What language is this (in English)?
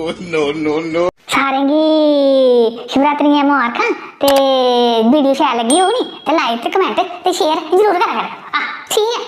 Dogri